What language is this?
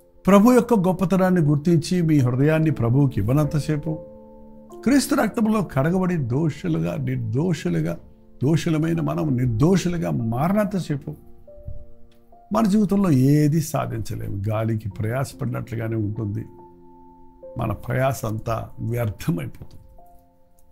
Telugu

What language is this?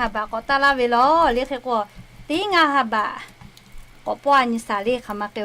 Lahu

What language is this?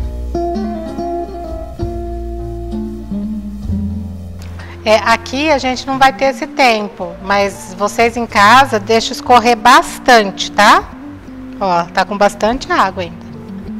Portuguese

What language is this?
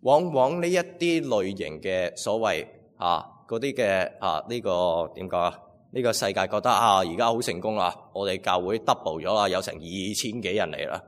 Cantonese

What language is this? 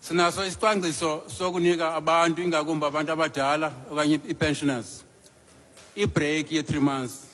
Xhosa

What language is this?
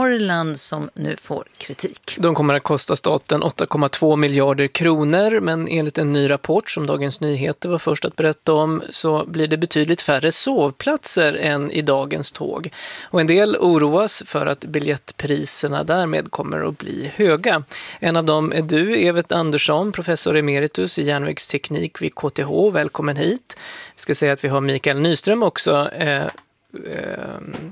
Swedish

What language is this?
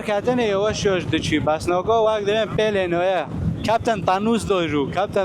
Kurdish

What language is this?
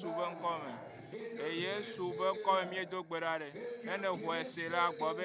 Ewe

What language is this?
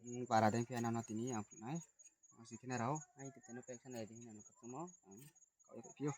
Riang (India)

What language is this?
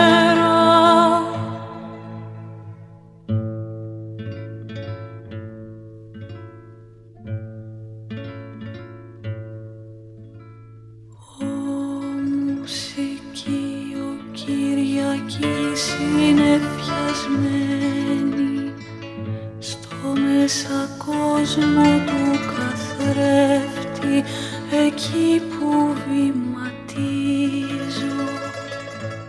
Greek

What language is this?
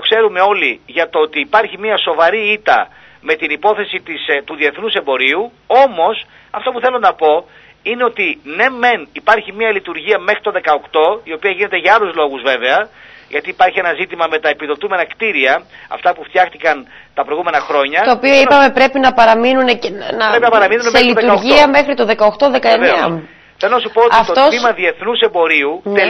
Greek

